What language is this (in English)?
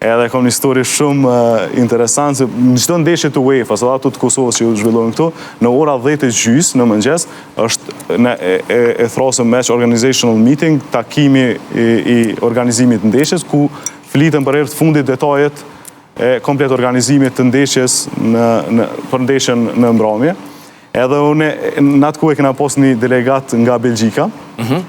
Albanian